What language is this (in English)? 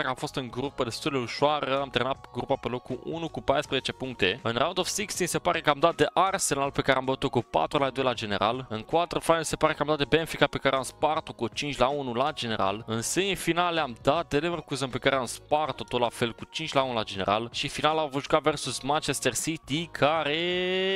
Romanian